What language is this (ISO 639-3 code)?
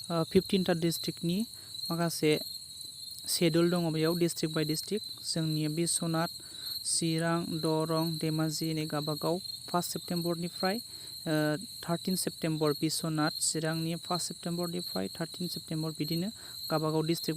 brx